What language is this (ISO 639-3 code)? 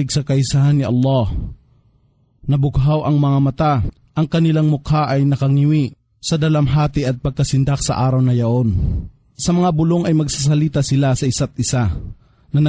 fil